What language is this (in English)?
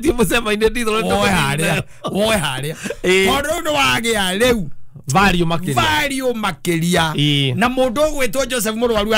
Kikuyu